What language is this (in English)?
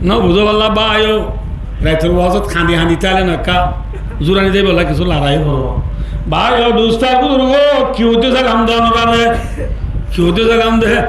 Rohingya